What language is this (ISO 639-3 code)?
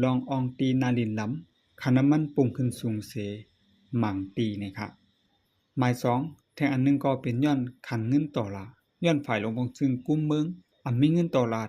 shn